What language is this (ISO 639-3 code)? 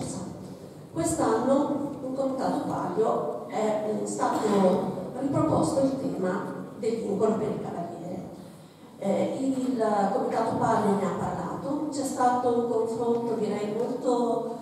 ita